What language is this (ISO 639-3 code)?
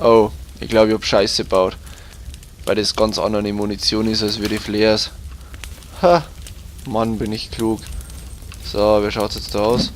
bar